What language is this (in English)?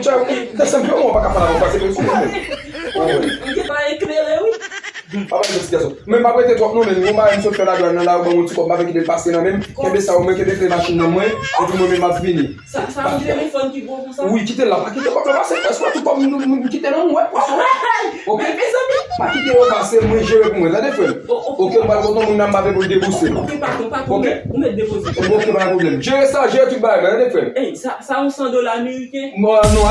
Haitian Creole